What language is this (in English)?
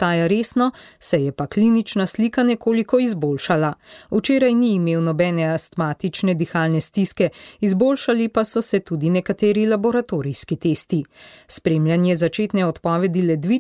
Slovenian